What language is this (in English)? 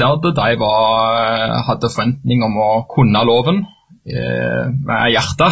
Norwegian